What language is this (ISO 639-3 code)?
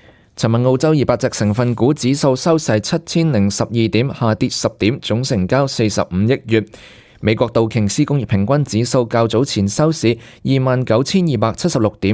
yue